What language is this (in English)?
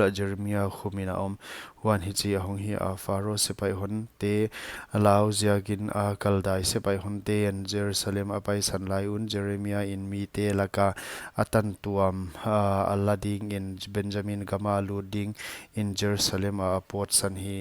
Paite Chin